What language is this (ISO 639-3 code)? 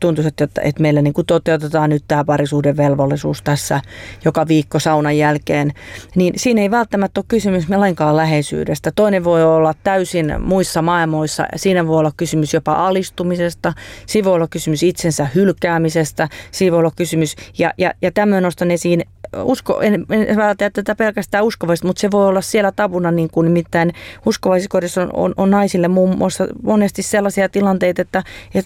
fin